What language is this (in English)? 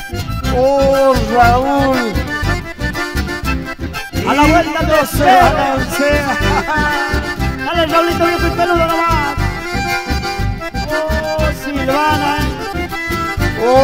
Spanish